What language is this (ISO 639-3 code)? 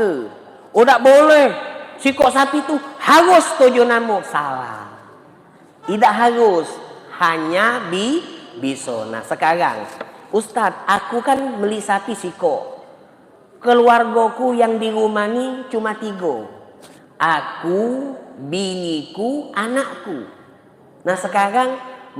mui